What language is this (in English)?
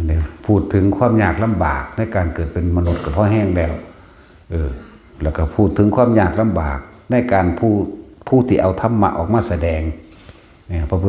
Northeastern Thai